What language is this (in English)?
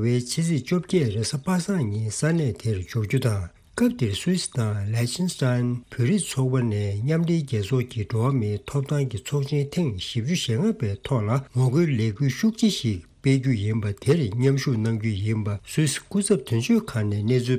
Tibetan